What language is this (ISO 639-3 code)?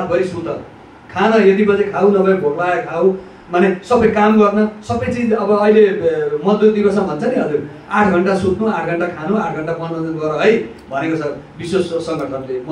nep